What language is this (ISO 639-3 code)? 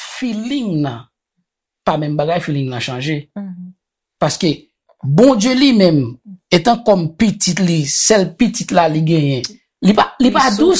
hat